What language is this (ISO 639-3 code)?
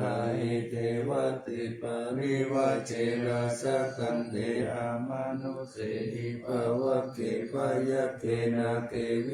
pli